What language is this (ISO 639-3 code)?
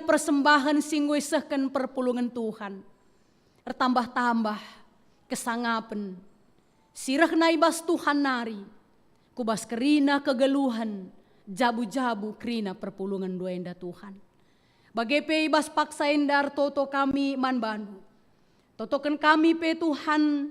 btx